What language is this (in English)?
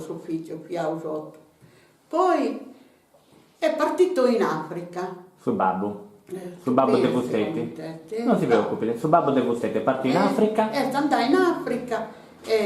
Sardinian